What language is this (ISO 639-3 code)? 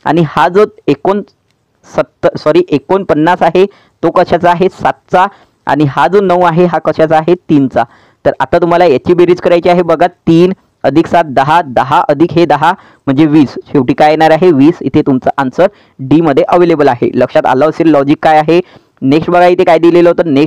mar